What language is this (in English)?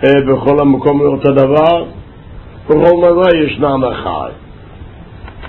Hebrew